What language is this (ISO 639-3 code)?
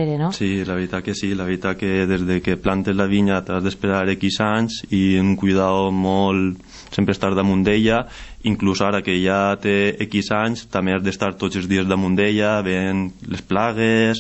cat